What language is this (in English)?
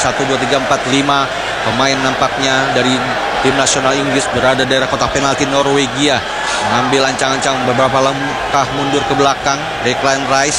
Indonesian